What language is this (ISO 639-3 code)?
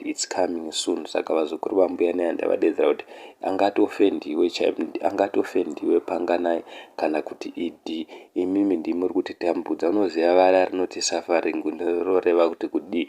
sna